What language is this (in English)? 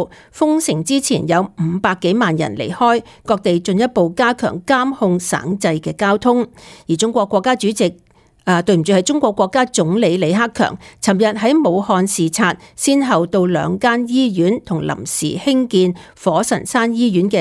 Cantonese